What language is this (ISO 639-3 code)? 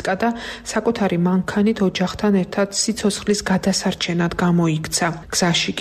kat